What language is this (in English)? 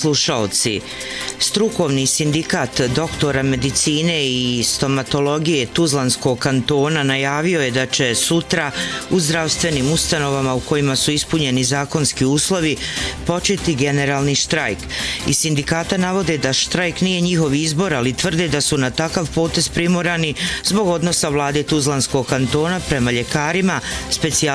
Bosnian